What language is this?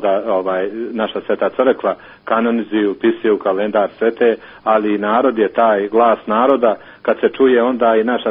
Serbian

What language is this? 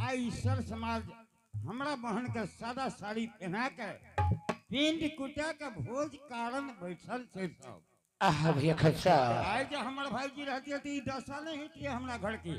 Angika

